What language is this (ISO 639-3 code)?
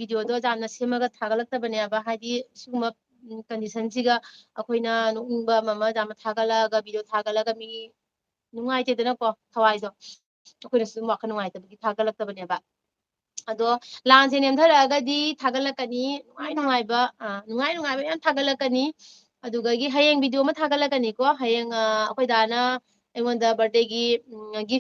mni